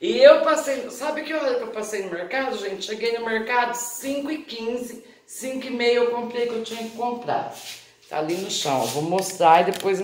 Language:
Portuguese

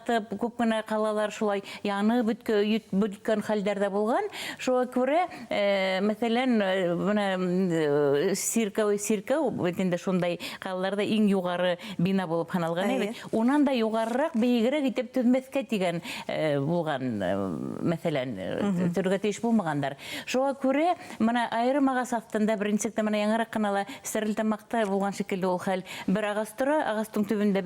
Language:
Bashkir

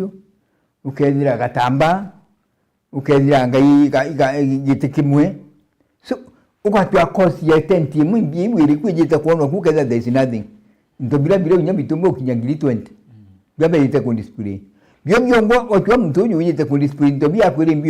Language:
Meru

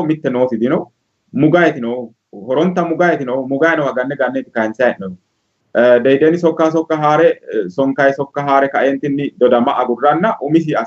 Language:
Sidamo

